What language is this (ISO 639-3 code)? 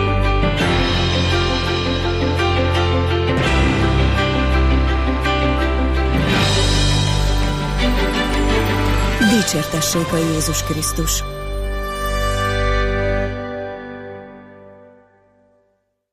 hun